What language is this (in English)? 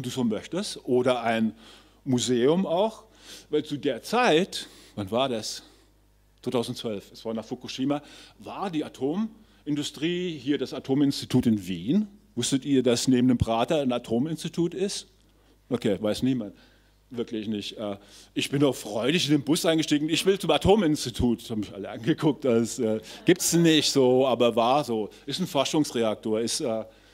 German